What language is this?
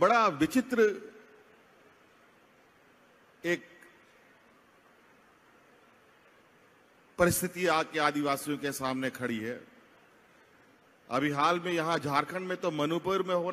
Hindi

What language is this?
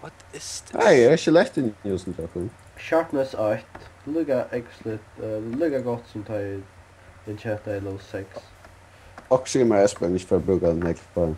Faroese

